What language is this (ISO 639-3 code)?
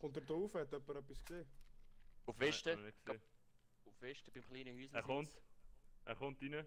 gsw